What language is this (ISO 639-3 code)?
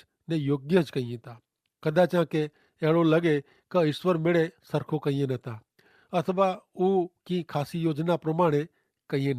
kfr